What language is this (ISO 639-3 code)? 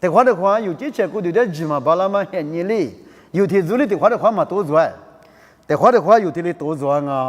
lis